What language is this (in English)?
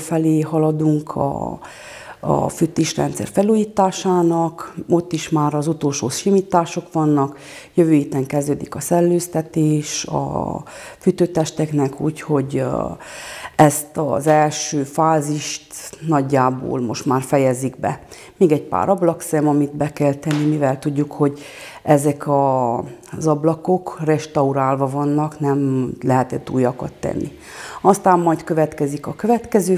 Hungarian